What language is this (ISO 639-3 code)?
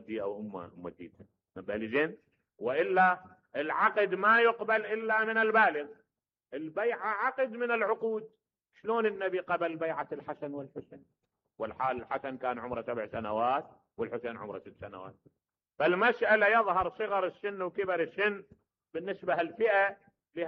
acm